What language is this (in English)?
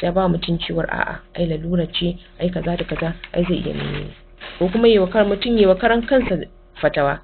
Hausa